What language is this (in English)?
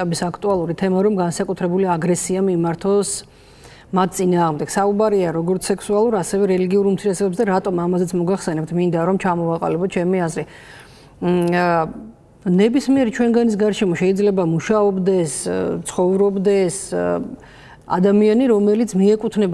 Georgian